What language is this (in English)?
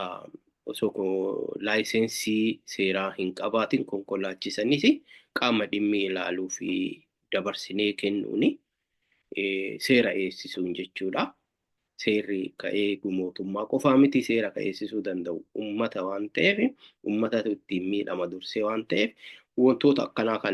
Oromo